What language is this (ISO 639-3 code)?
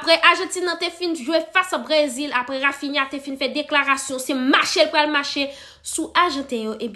hat